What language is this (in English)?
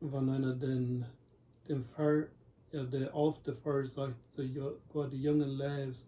Plautdietsch